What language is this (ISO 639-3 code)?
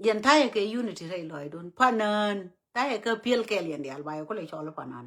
nus